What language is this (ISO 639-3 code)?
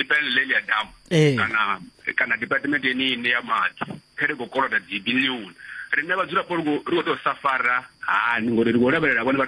ven